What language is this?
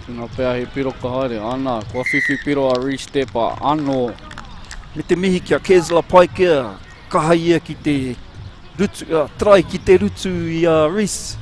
Māori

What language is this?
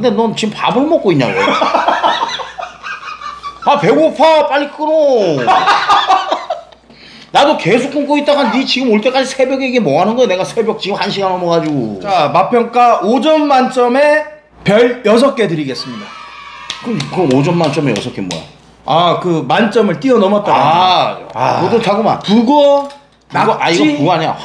Korean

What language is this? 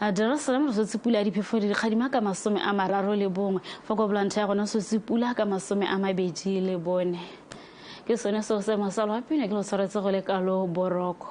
Tswana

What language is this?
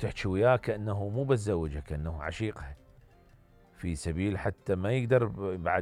Mesopotamian Arabic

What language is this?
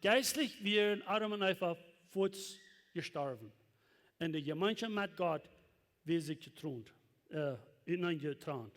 Plautdietsch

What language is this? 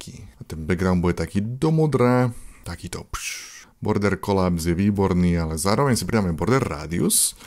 Slovak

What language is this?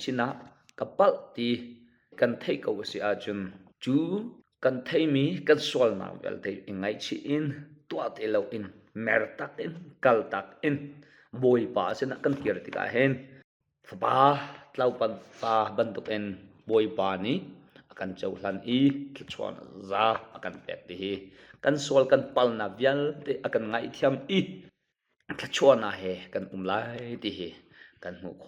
Hakha Chin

